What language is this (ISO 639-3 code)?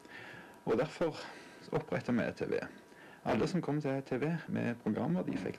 nor